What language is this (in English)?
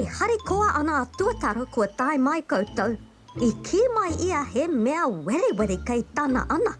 Māori